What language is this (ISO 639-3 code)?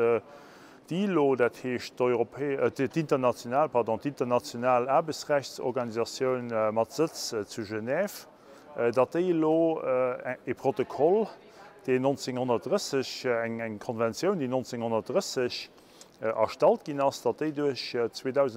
ltz